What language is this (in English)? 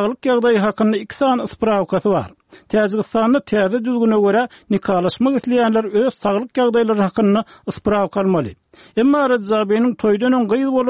Turkmen